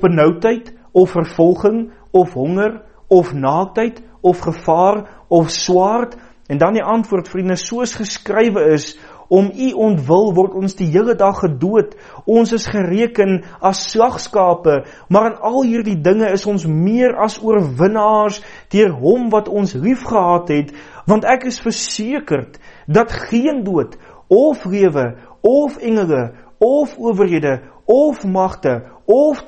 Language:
Afrikaans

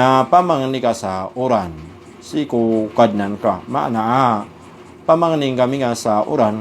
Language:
Maranao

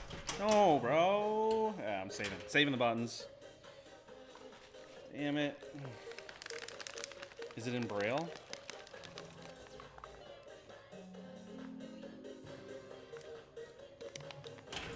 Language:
English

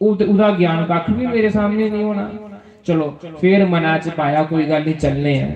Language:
Dogri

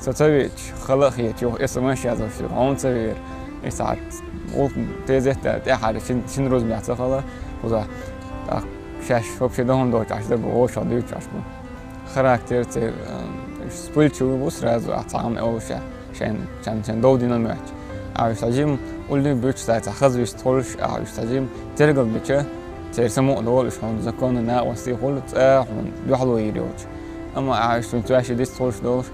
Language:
Chechen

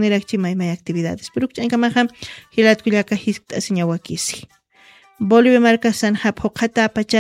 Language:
Aymara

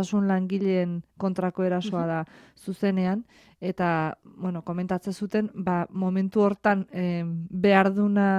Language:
Basque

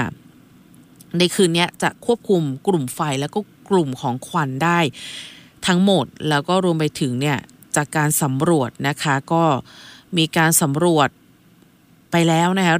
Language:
Thai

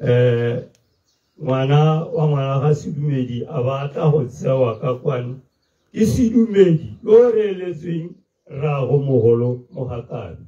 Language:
Tswana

